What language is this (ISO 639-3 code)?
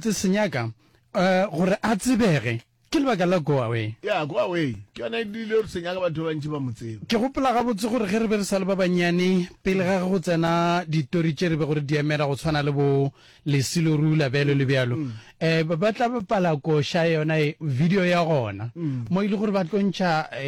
nso